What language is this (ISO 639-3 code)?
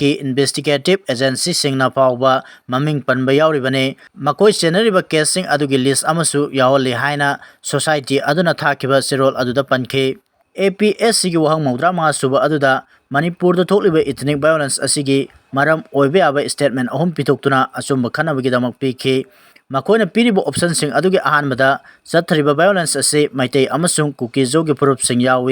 mni